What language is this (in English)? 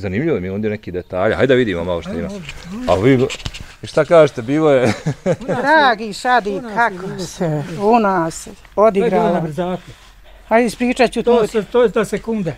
Bosnian